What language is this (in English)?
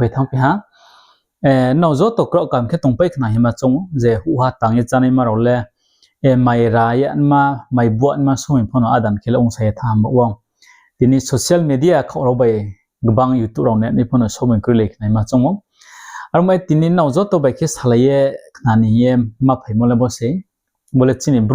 Riang (India)